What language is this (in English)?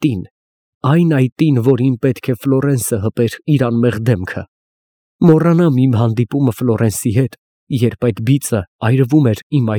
Armenian